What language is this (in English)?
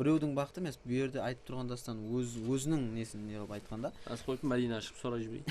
Kara-Kalpak